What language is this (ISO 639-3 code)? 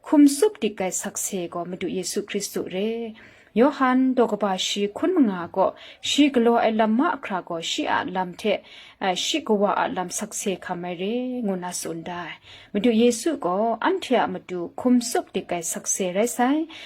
kac